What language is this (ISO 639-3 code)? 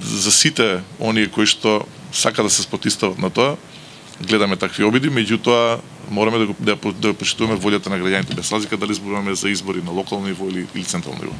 mkd